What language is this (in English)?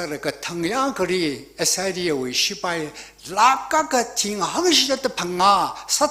Tangkhul Naga (India)